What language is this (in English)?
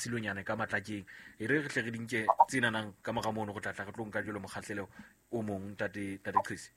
Southern Sotho